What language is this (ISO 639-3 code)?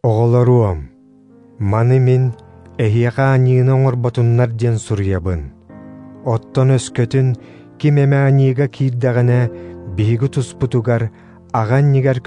sah